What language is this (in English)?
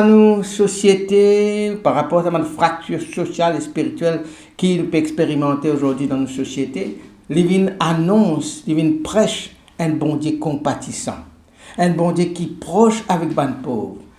Morisyen